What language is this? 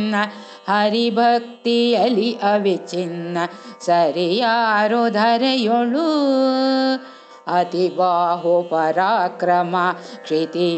Kannada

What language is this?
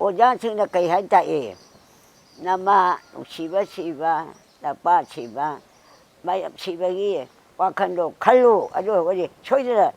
Manipuri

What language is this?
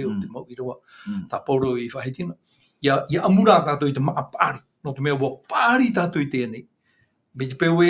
Tahitian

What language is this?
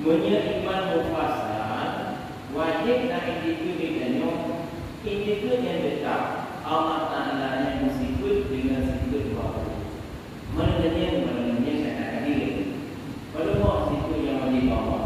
Achinese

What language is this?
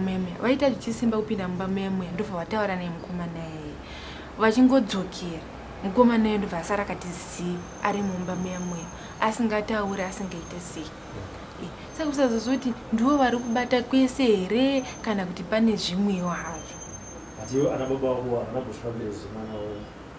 Shona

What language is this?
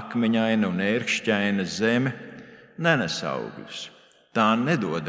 Latvian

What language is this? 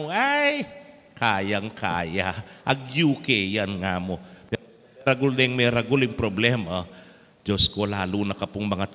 Pampanga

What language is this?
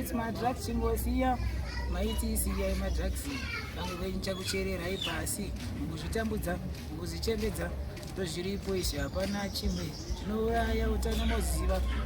Shona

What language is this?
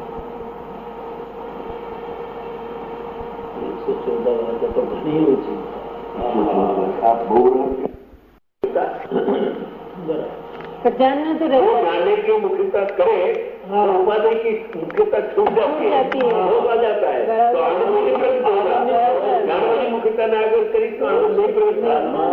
Gujarati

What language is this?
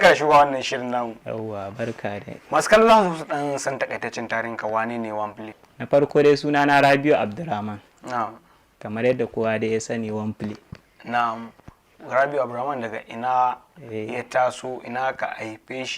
Hausa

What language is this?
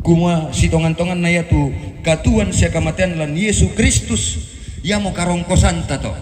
Toraja-Sa'dan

